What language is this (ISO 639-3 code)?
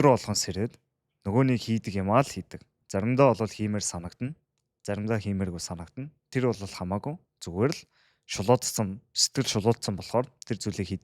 mon